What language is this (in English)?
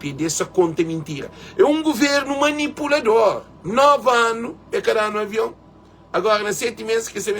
Kabuverdianu